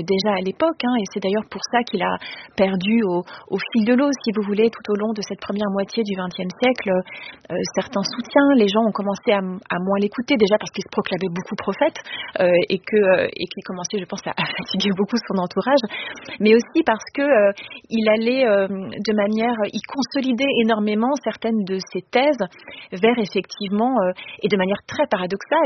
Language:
French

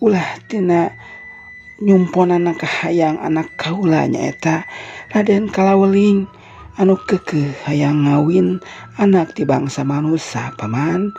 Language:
Sundanese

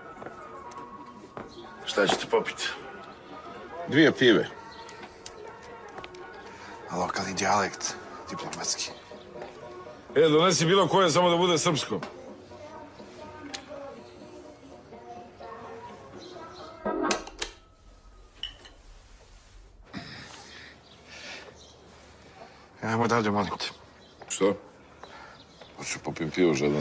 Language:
Croatian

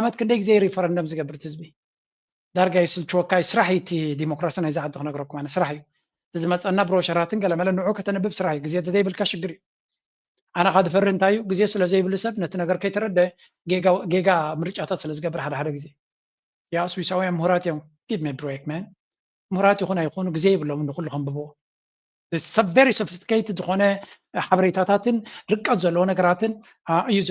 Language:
Tigrinya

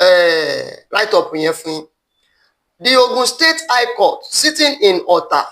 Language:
Yoruba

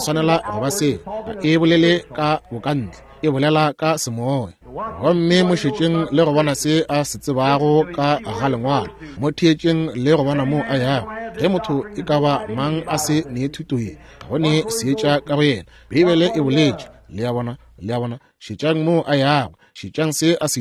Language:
Northern Sotho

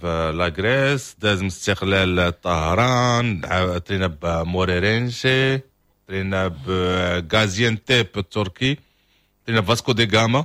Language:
Moroccan Arabic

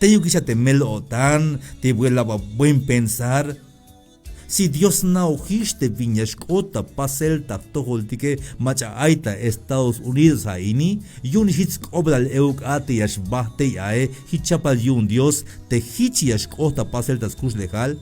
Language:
Tzeltal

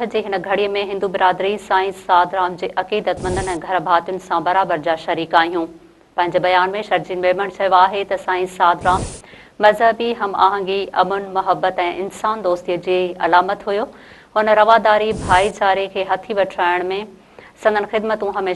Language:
Sindhi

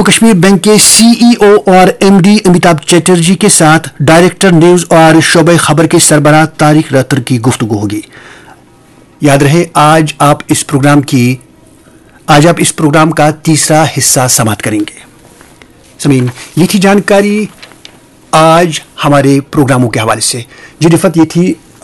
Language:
Urdu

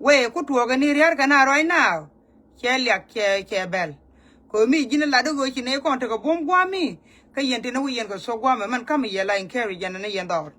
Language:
Nuer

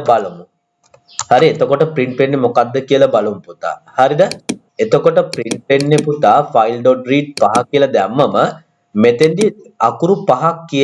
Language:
Sinhala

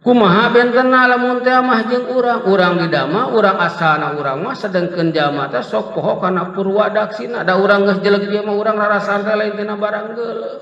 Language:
Sundanese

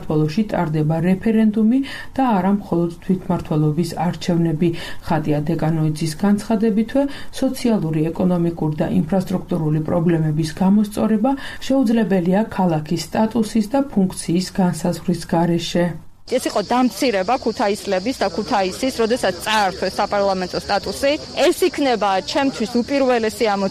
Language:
Georgian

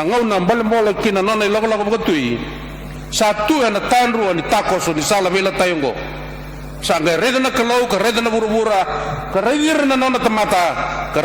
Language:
Fijian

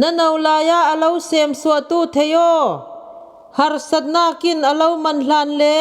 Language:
Falam Chin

